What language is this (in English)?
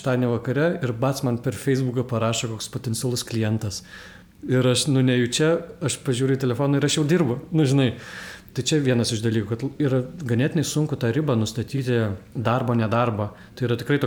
Lithuanian